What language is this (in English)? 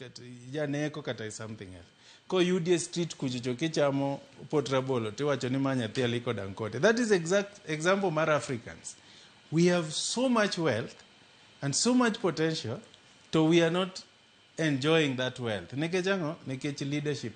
Luo (Kenya and Tanzania)